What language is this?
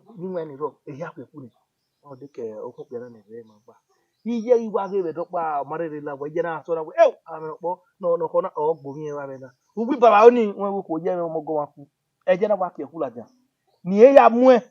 Bini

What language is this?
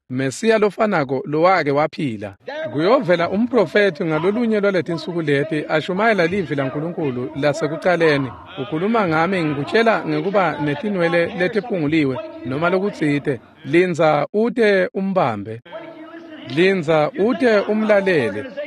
Swati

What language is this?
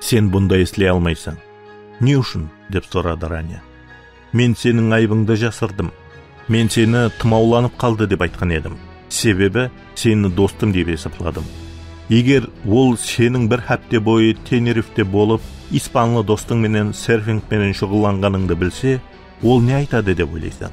Kara-Kalpak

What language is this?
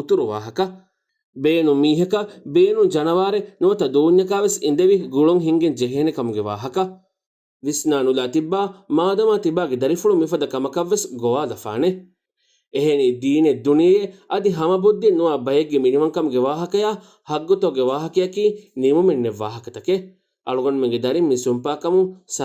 Divehi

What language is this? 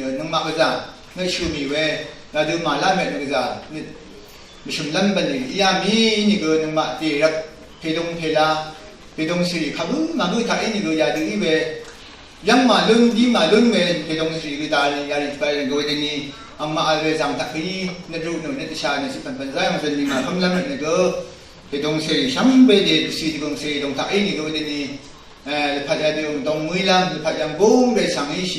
Rawang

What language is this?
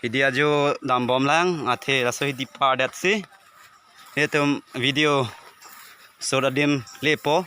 Karbi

